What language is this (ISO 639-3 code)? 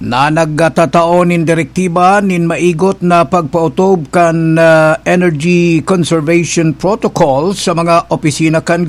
bik